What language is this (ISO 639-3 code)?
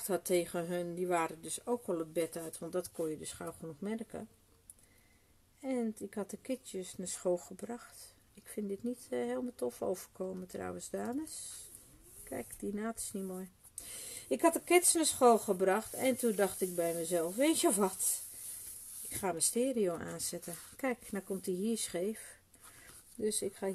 nld